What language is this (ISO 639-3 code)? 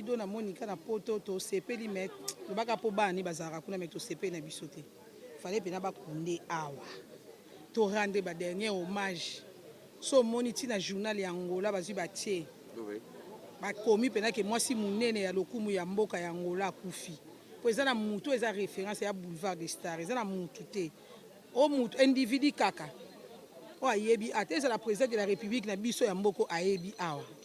lin